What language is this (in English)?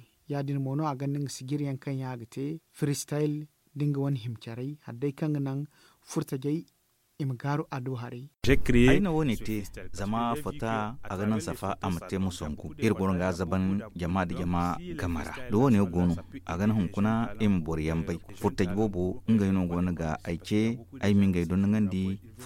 Zarma